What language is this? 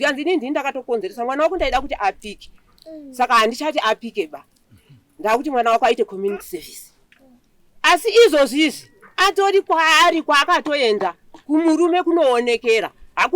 Shona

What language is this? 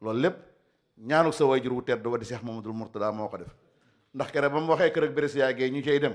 Wolof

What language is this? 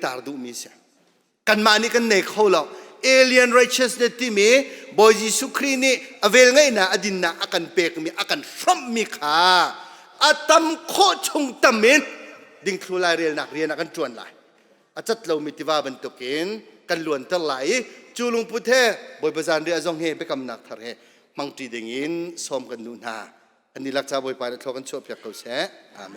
Hakha Chin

